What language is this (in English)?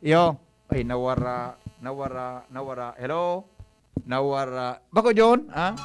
Bikol